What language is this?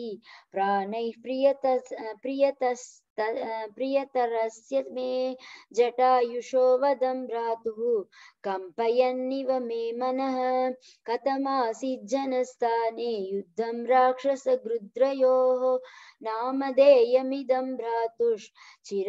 Sanskrit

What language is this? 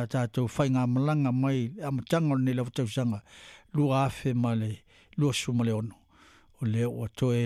Samoan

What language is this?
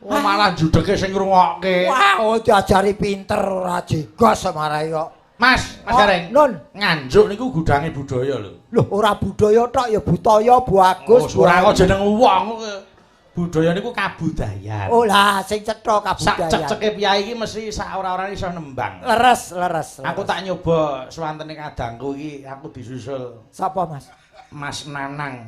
Javanese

